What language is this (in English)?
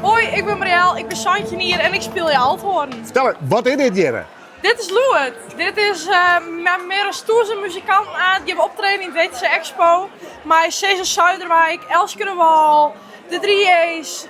Western Frisian